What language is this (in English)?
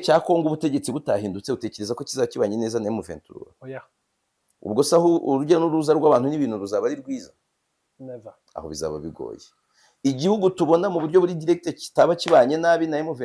Kinyarwanda